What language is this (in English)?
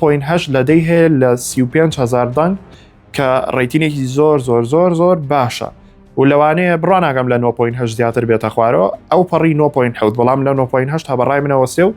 Central Kurdish